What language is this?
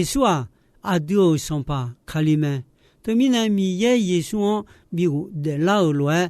Akha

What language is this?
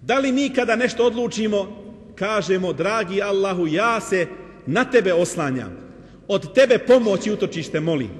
Bosnian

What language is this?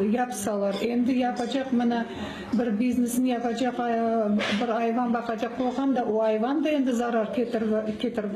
Crimean Tatar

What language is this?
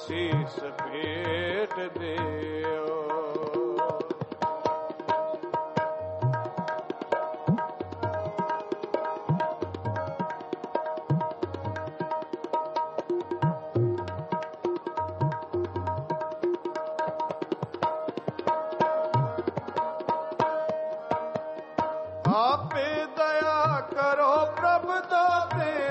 Punjabi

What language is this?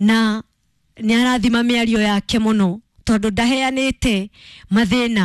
Kikuyu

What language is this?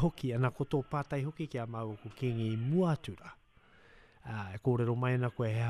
Māori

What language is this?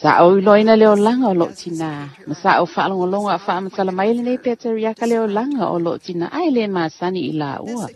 Samoan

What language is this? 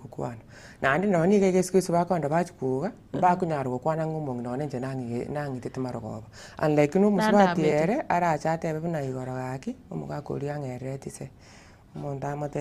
Gusii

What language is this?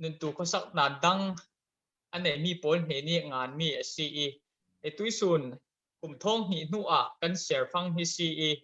Falam Chin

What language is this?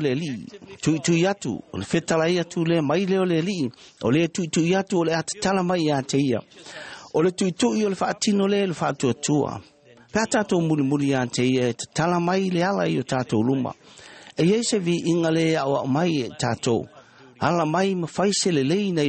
Samoan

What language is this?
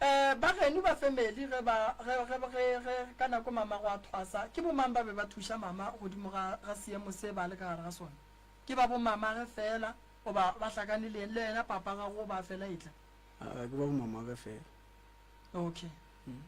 Northern Sotho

